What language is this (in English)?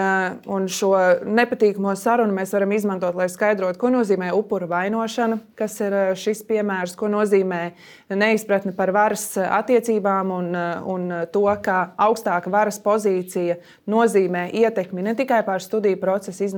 Latvian